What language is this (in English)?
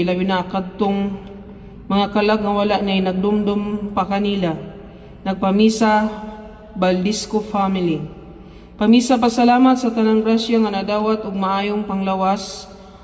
Cebuano